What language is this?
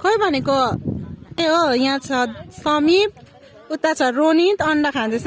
Nepali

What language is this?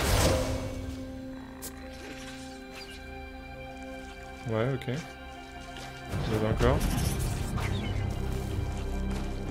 French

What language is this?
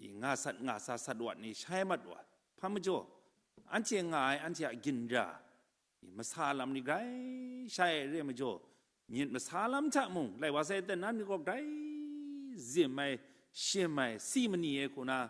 Kachin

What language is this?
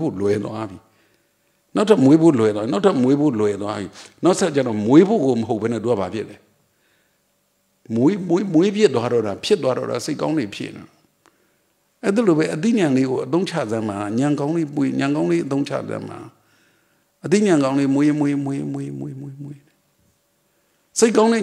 Burmese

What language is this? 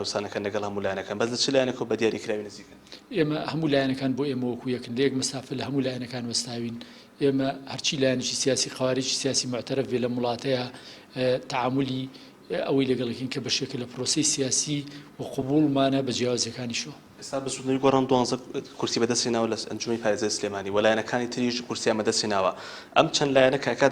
Central Kurdish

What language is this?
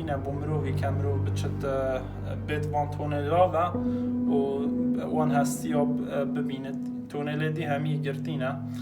Kurdish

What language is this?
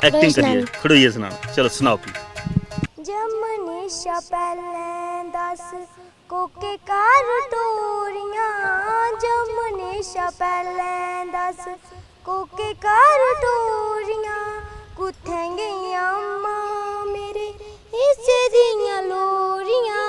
Dogri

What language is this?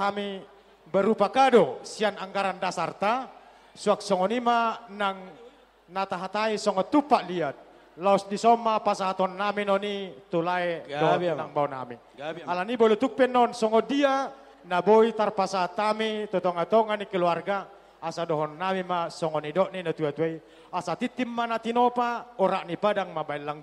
Batak Toba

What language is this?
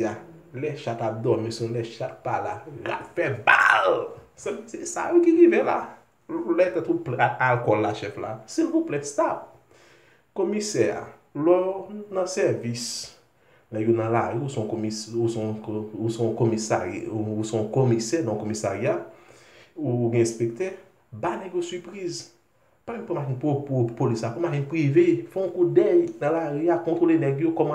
Haitian Creole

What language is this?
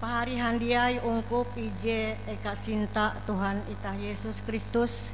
Ngaju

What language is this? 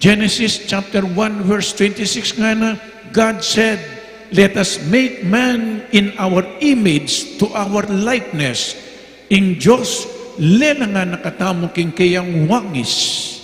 Pampanga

